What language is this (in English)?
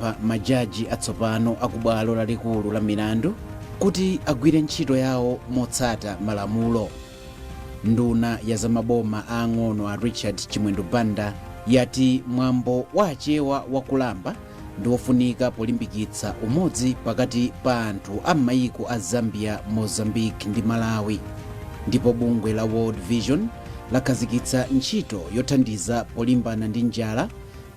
Nyanja